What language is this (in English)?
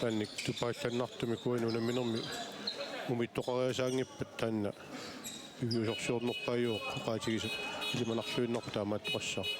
Kalaallisut